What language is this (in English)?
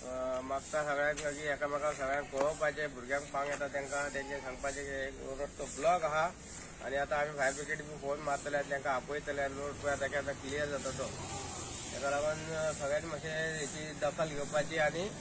Konkani